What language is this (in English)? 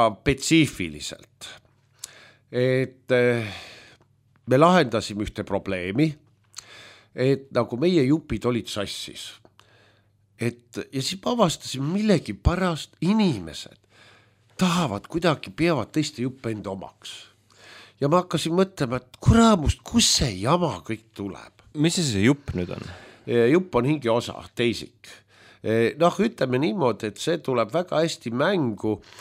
Estonian